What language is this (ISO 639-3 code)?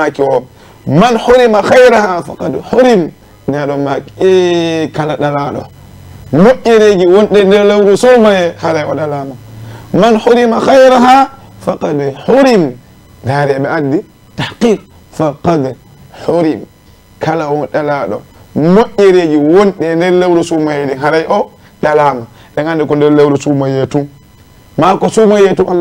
ful